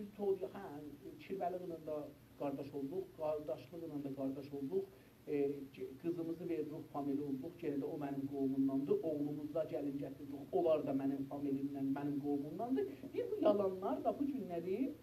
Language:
South Azerbaijani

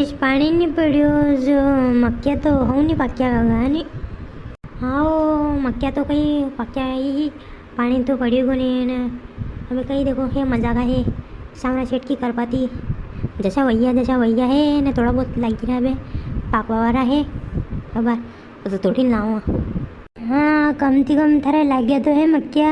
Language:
Rajasthani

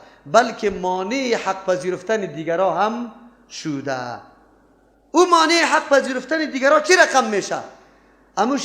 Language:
Persian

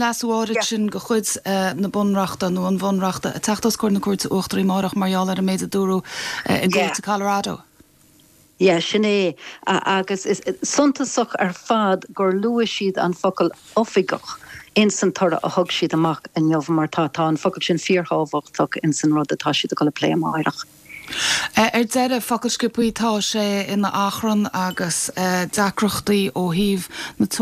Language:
Irish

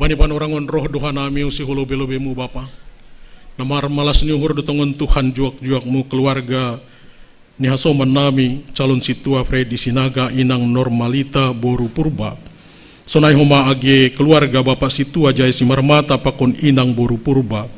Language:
Batak Simalungun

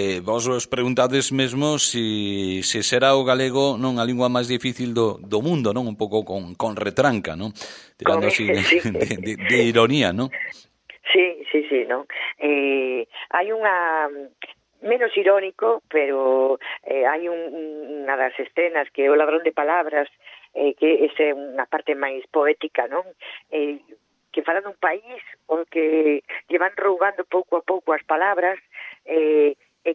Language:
Galician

